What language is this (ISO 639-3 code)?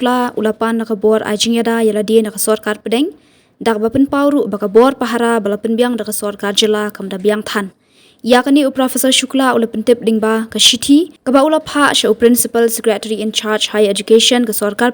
kha